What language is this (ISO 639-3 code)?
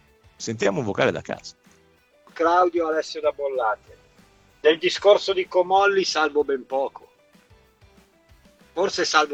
ita